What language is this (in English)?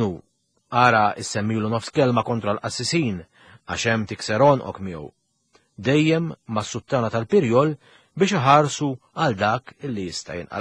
Maltese